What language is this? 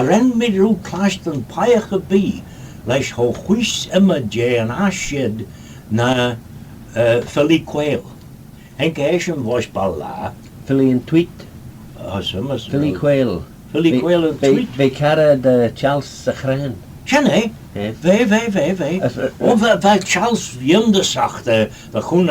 Manx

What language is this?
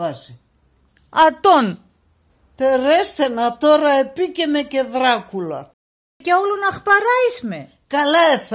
Pontic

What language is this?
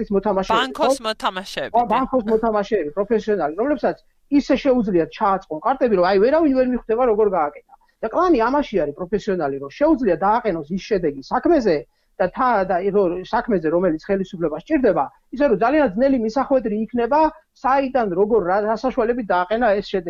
Georgian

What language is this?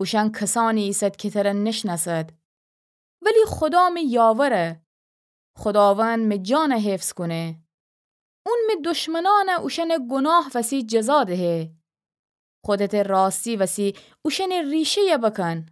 Gilaki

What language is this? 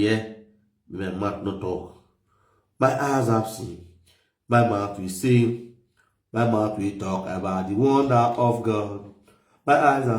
Nigerian Pidgin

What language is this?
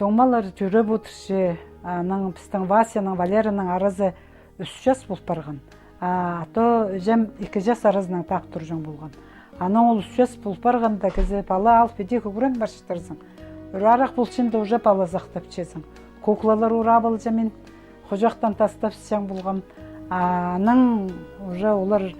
Khakas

